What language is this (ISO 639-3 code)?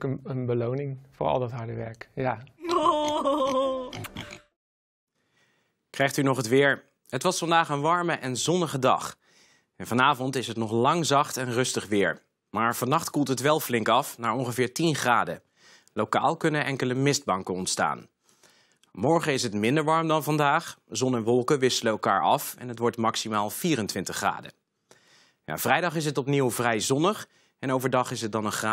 nld